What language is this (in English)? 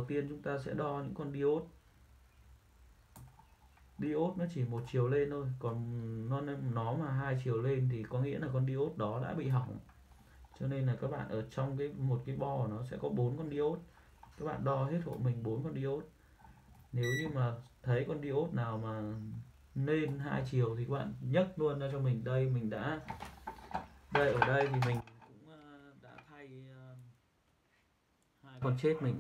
Vietnamese